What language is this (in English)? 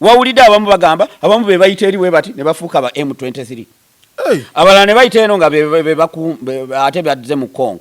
Ganda